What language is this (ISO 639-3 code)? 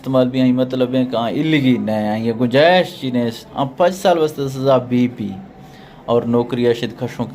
bgp